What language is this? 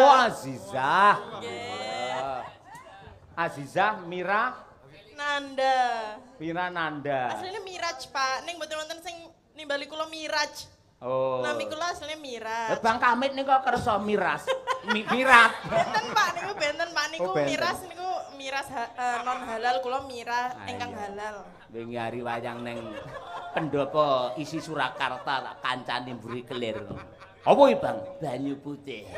Javanese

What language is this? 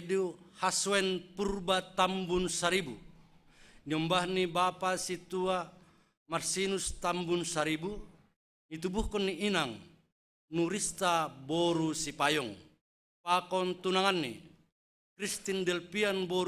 Batak Simalungun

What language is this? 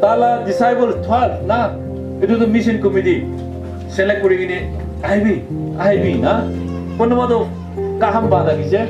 Naga Pidgin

